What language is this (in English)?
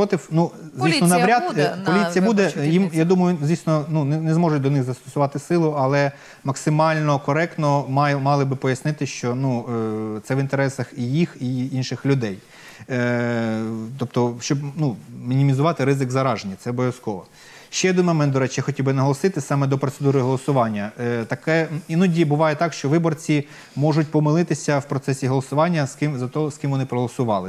Ukrainian